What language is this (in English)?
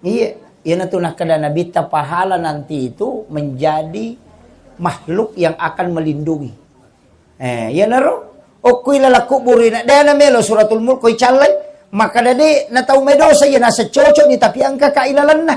Buginese